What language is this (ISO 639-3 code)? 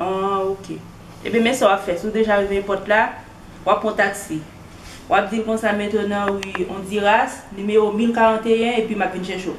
hat